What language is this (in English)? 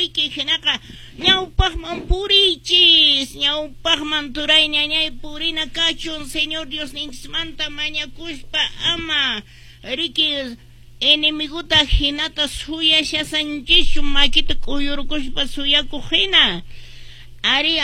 Quechua